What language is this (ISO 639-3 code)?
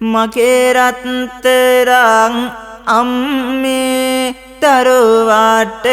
sin